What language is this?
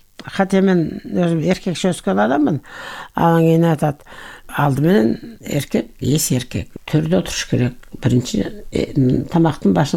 Kyrgyz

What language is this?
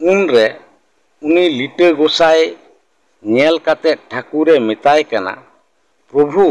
Santali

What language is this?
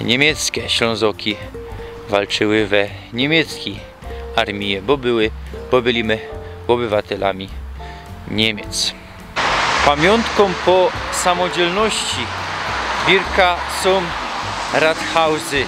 Silesian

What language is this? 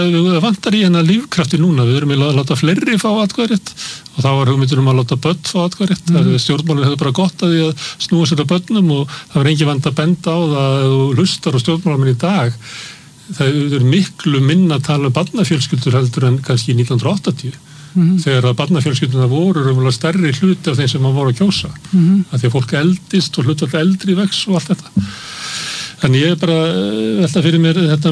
Icelandic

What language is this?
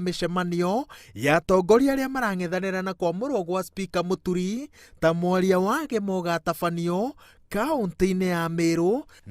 Kikuyu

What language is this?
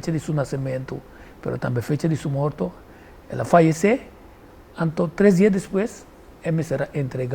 Papiamento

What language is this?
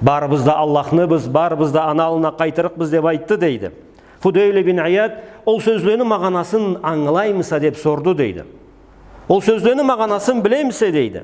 Karachay-Balkar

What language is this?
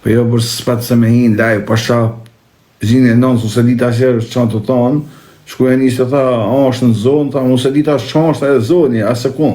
Albanian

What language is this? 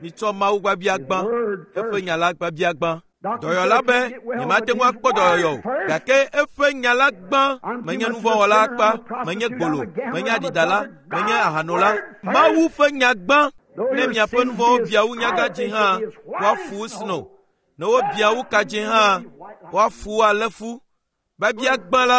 Ewe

